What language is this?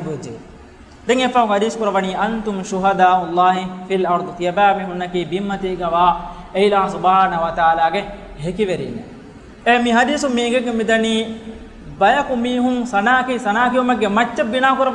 Divehi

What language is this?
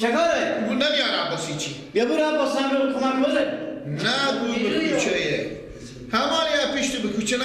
Persian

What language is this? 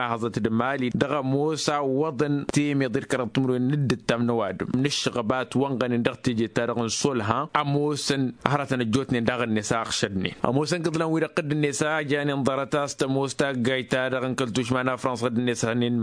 Tamasheq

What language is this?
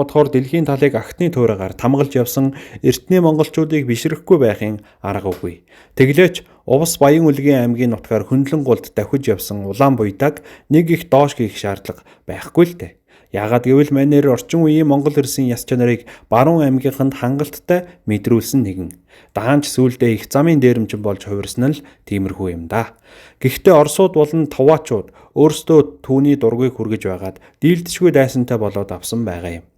Mongolian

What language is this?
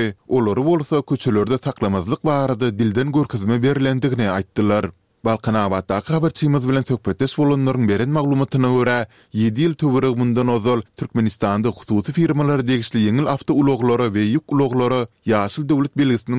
Turkmen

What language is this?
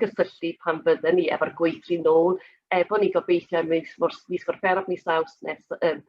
Welsh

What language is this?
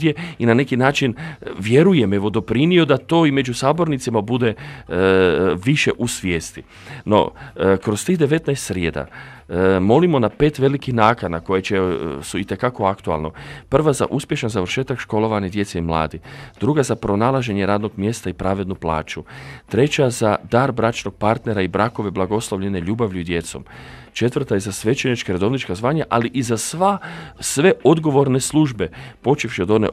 Croatian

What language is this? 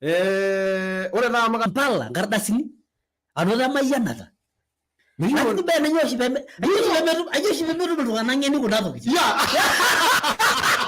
Masai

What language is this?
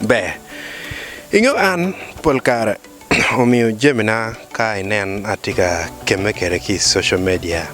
Acoli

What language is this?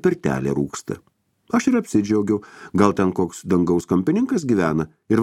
Lithuanian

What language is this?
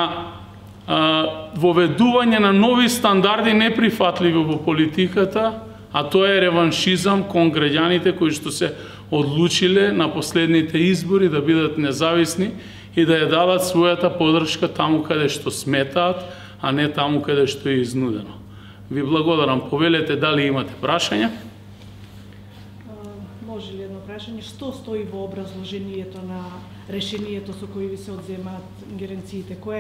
Macedonian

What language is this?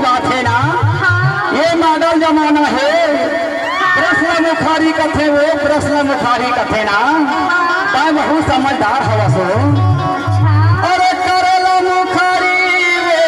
Chhattisgarhi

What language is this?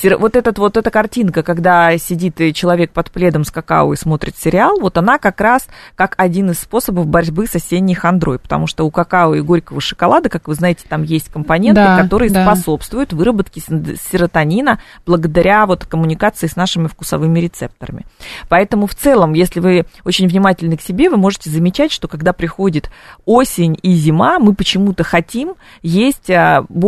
Russian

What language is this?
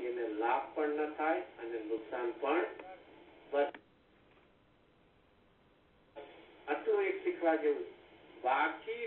Gujarati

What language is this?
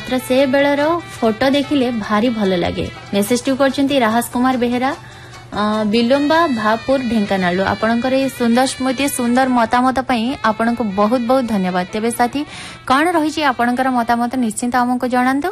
Odia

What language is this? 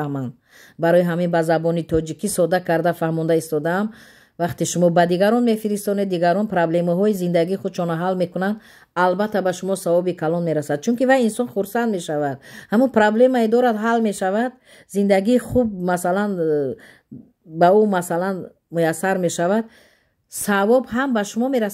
Tajik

